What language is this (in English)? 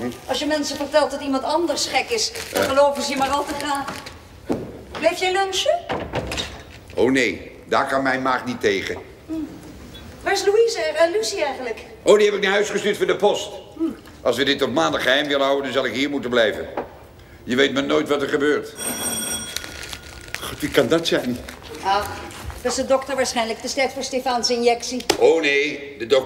Dutch